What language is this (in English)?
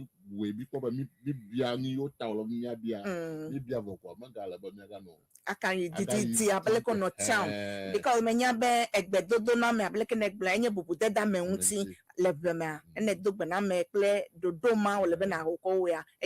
Ewe